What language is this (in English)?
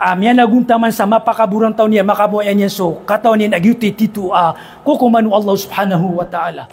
Maranao